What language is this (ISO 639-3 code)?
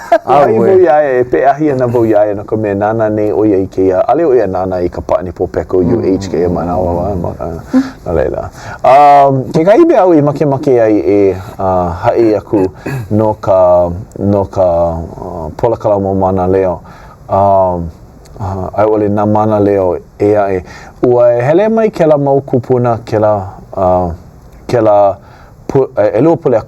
haw